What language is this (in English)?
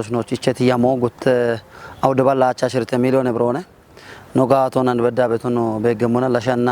Kafa